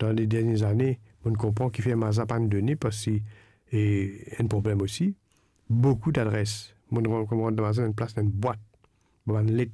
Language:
Morisyen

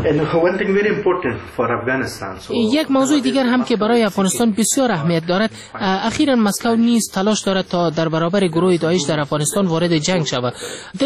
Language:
Persian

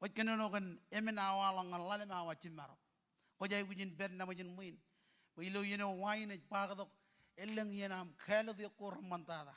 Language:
Marshallese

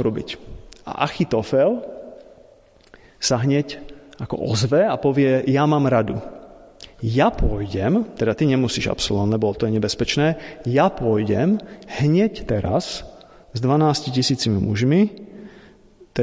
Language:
Slovak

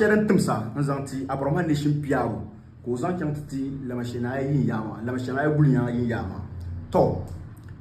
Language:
Dagbani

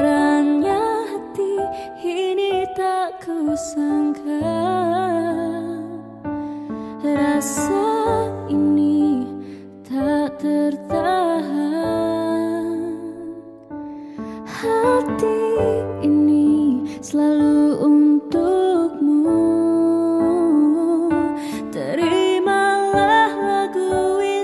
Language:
Malay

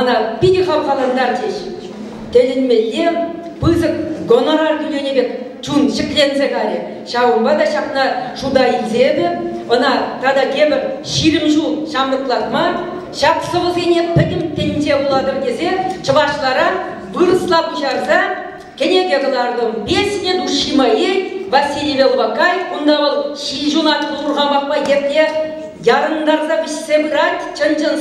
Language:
Chuvash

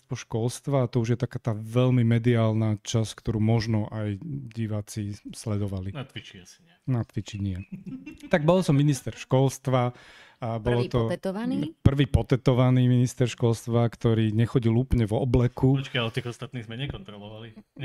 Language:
Slovak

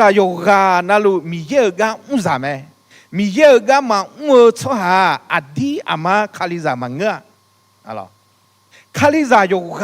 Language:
Akha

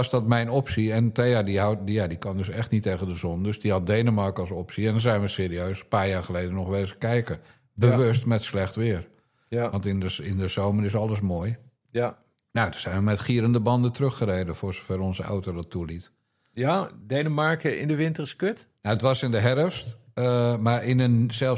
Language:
Dutch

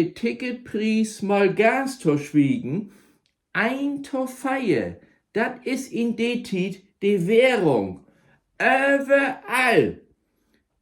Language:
Low German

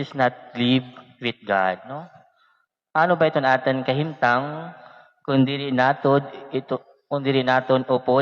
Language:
Waray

